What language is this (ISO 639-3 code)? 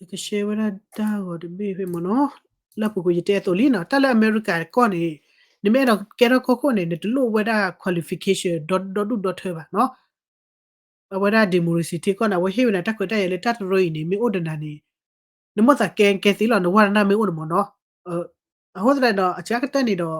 ksw